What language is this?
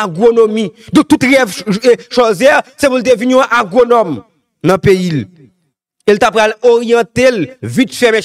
Haitian Creole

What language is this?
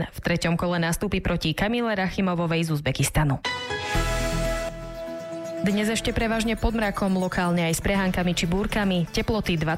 Slovak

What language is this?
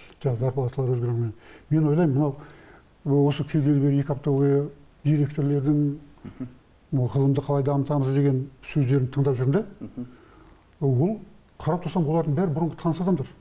Kazakh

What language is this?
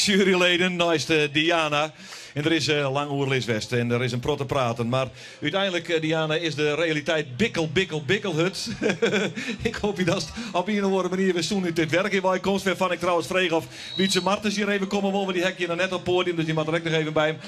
Western Frisian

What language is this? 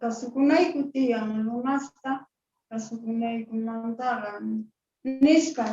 South Bolivian Quechua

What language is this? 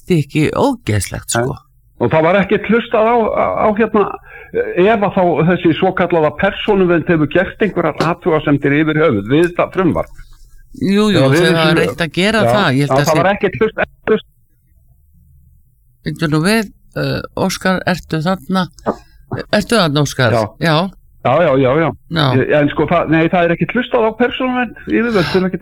Icelandic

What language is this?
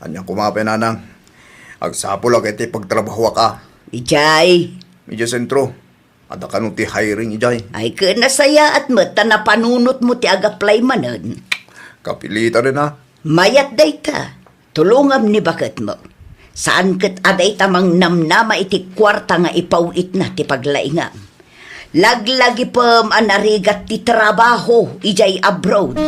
Iloko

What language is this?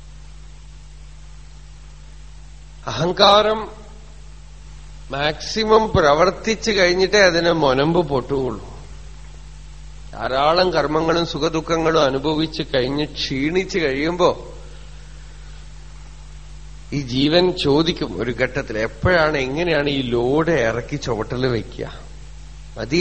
Malayalam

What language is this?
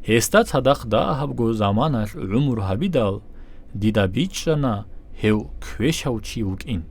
Avaric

